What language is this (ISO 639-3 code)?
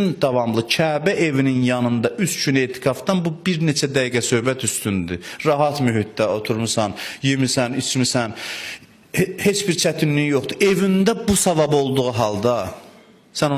aze